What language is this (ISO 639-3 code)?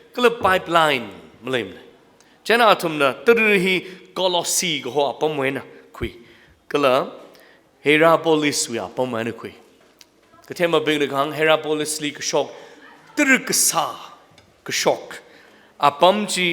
nmf